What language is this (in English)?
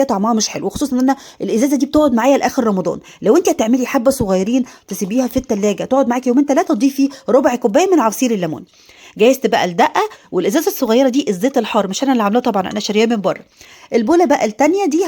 Egyptian Arabic